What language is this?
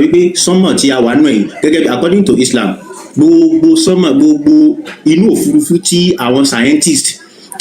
Yoruba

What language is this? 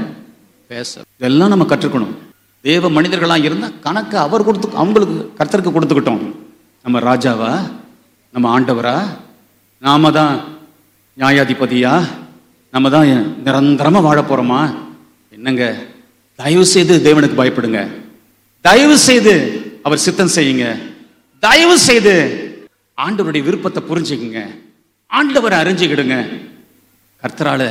Tamil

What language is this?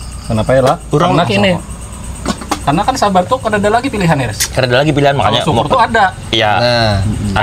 Banjar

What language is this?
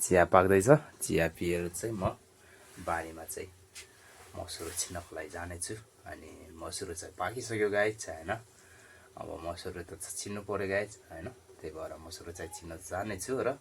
Nepali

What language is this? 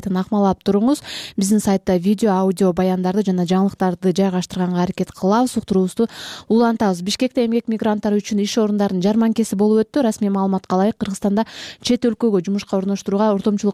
Kyrgyz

